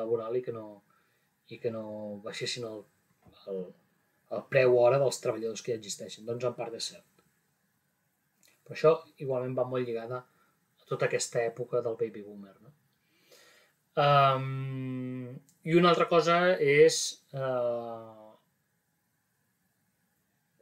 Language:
Catalan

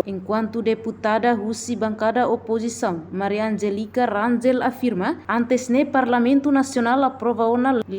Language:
Tetum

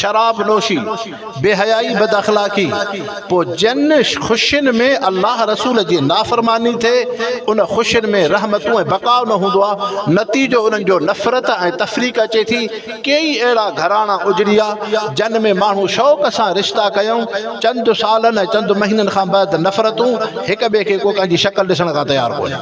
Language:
Sindhi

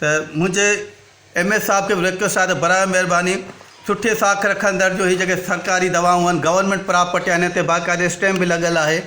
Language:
Sindhi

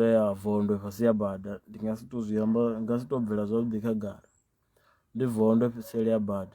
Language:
Venda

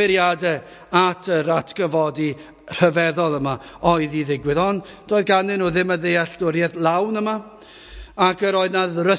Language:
Welsh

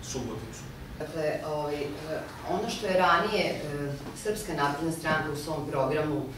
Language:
Serbian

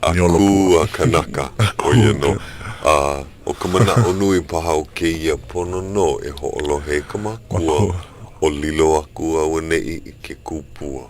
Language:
Hawaiian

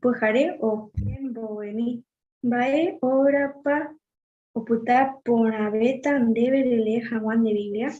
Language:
Guarani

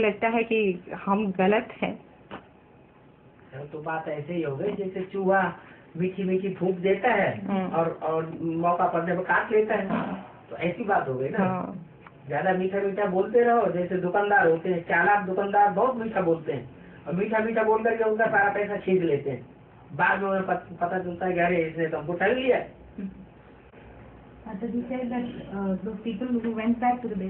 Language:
Hindi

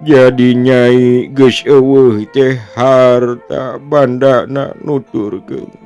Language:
Sundanese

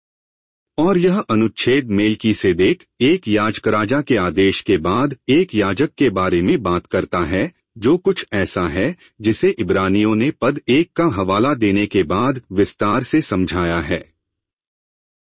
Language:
Hindi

